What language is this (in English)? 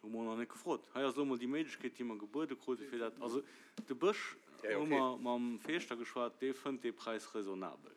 Luxembourgish